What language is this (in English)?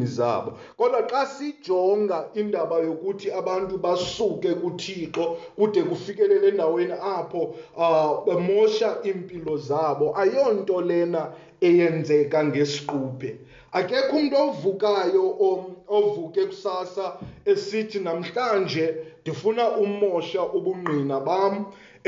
Xhosa